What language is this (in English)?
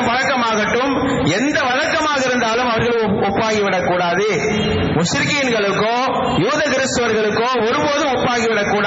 Tamil